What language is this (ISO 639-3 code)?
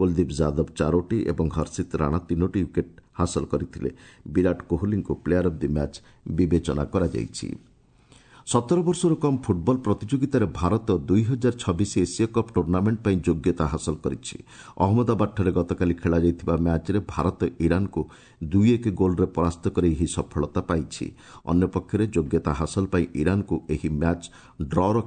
ori